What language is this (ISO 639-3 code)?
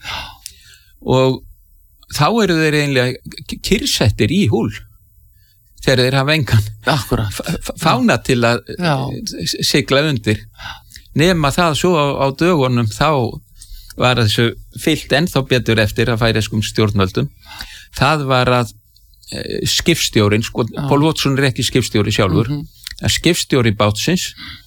isl